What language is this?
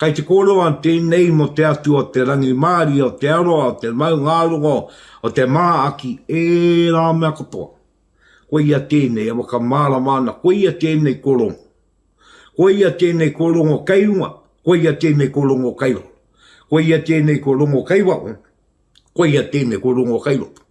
Māori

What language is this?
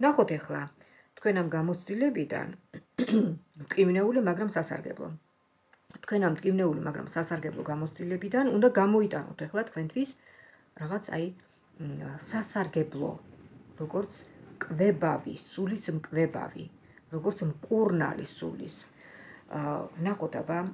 Georgian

